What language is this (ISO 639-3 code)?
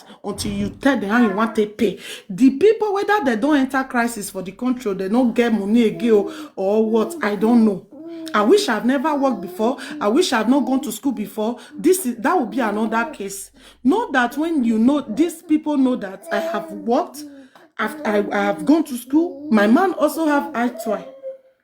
pcm